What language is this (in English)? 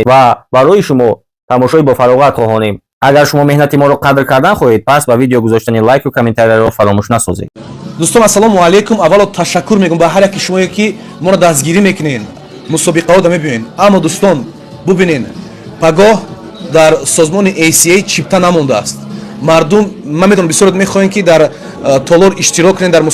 Tajik